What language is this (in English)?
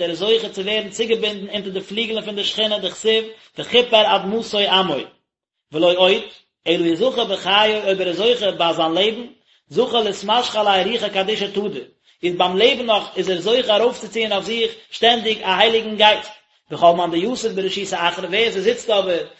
Yiddish